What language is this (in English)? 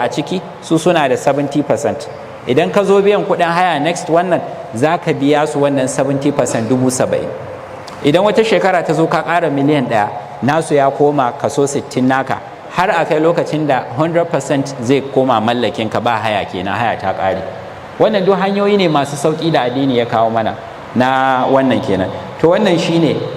Hausa